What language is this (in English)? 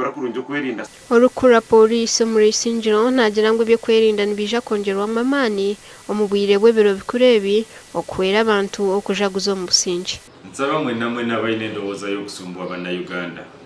Nyankole